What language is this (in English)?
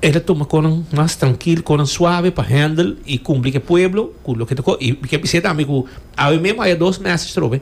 Papiamento